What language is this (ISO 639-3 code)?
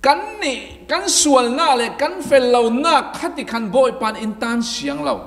cfm